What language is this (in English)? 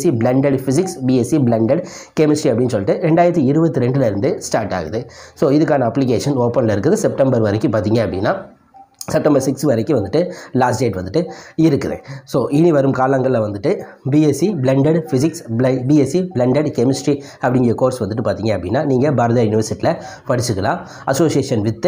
Tamil